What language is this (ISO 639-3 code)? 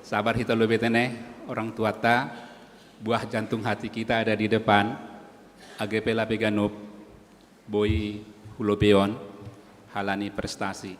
bts